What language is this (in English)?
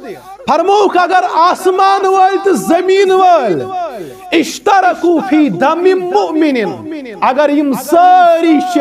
Kashmiri